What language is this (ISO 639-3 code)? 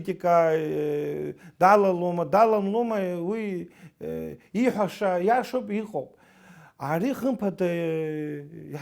abk